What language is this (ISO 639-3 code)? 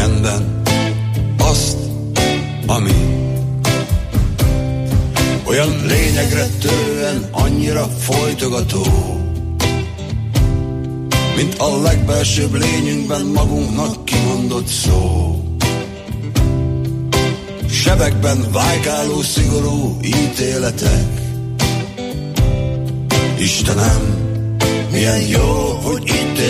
hun